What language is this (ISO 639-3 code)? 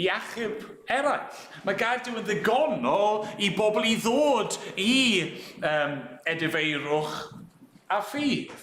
cym